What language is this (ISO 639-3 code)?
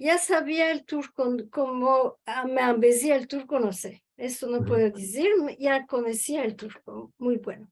lad